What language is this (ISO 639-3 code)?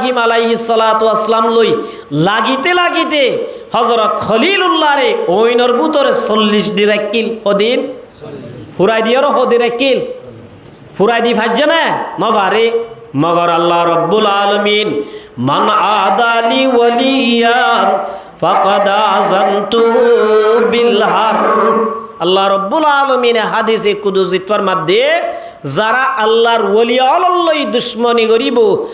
rhg